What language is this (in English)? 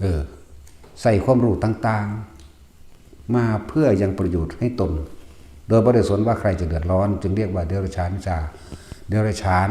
Northeastern Thai